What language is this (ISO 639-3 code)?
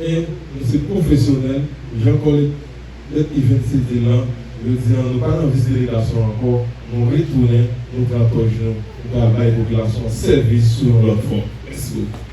hat